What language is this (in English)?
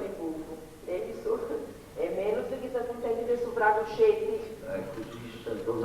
Sardinian